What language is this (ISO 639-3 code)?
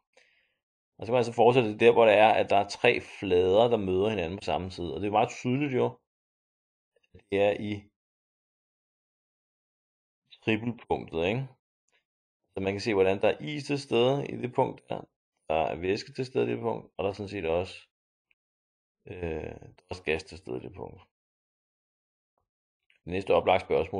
dan